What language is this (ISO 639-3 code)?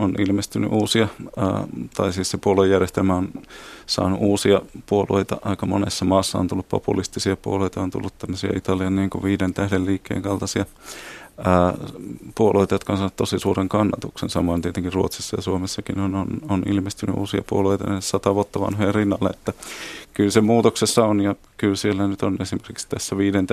fin